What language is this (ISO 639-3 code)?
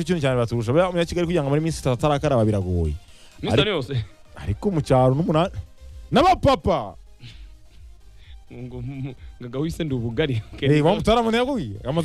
kin